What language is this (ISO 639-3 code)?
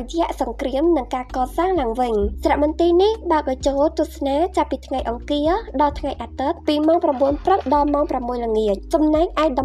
khm